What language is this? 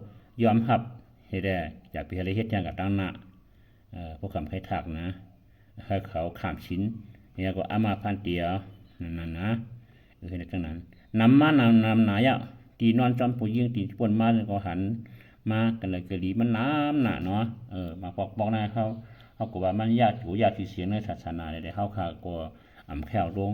Shan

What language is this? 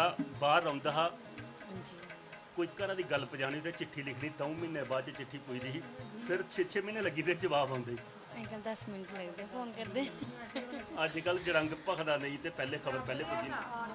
Dogri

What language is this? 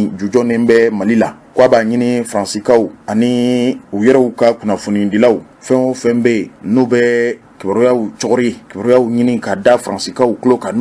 Bambara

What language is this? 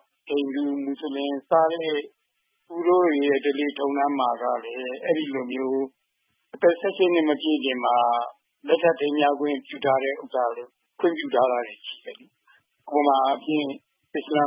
Burmese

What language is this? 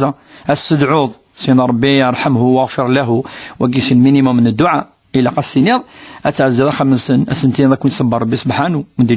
Kabyle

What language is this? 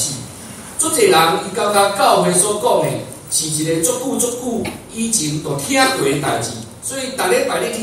Min Nan Chinese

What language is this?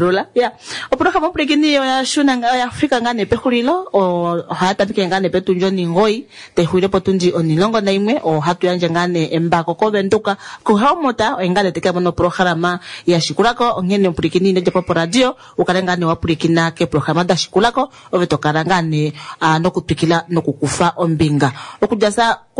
Kuanyama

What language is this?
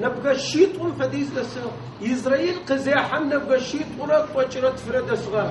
Adyghe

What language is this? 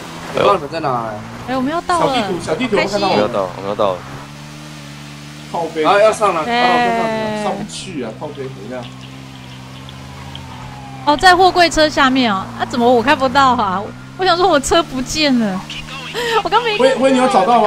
Chinese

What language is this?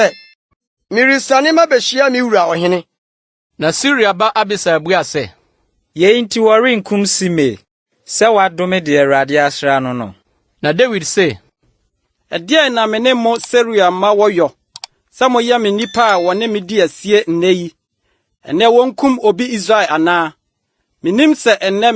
Akan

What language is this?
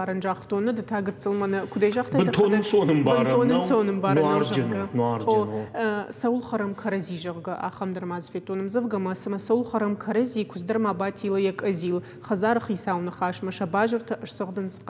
Ossetic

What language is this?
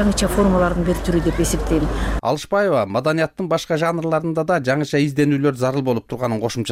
Kyrgyz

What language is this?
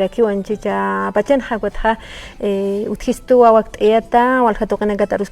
Aymara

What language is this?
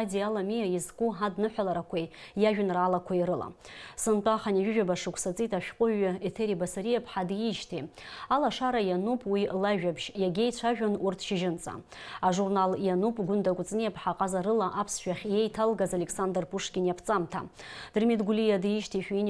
Abkhazian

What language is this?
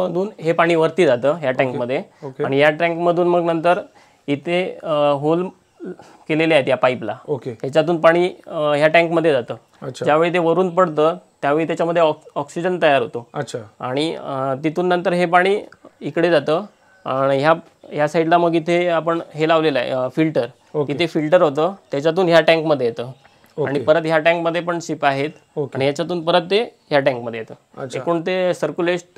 Marathi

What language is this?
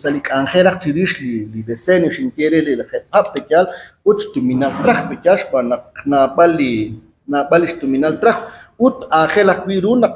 Kekchí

